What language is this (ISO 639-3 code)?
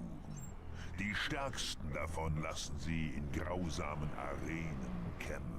gsw